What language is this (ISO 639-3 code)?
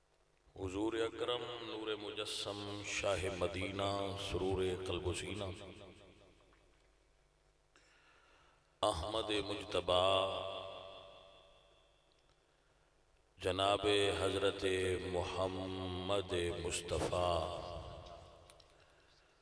urd